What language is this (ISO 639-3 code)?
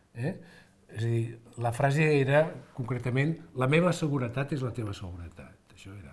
cat